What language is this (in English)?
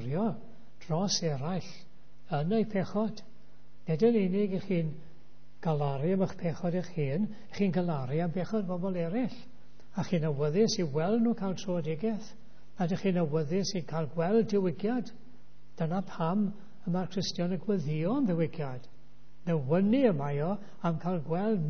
Welsh